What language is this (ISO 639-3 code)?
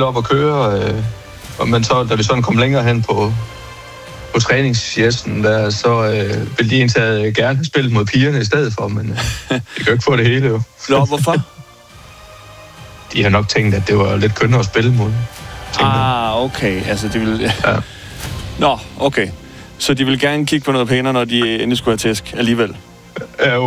dan